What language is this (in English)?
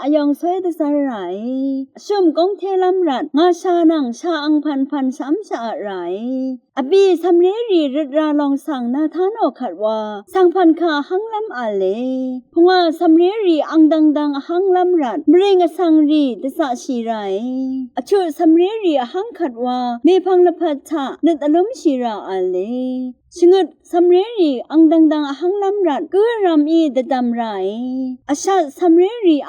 Rawang